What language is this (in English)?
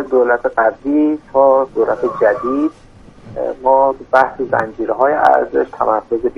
Persian